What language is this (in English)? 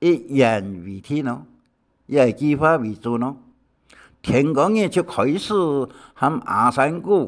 Hakka Chinese